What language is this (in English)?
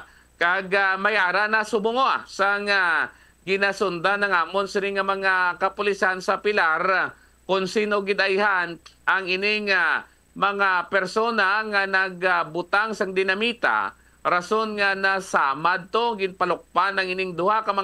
Hiligaynon